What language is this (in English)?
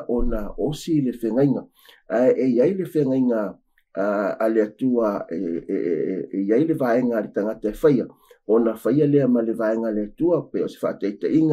Samoan